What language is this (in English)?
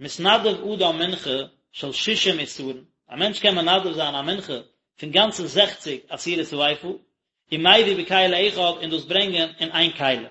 Yiddish